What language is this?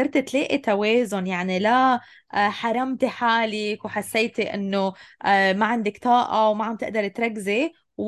North Levantine Arabic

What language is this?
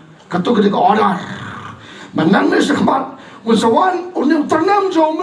Khasi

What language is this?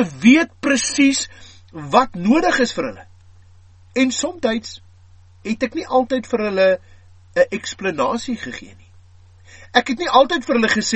Afrikaans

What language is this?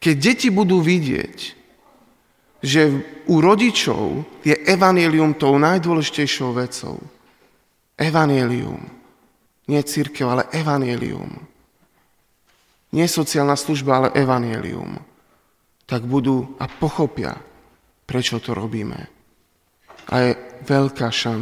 Slovak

